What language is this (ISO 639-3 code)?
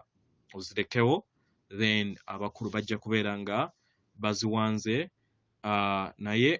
lug